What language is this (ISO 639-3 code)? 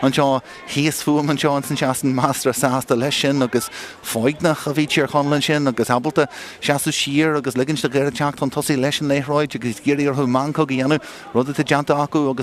gle